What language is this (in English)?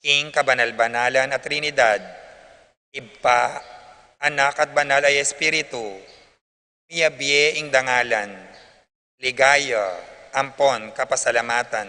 Pampanga